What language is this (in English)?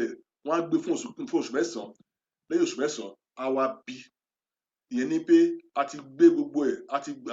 Yoruba